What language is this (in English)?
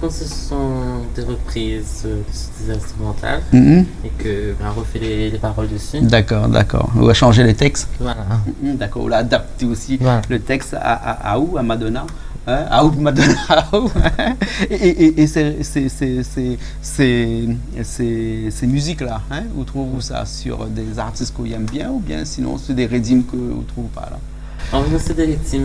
Réunion Creole French